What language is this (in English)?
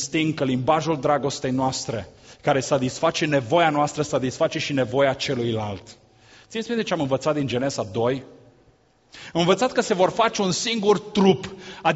Romanian